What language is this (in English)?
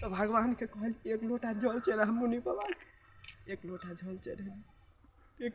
Maithili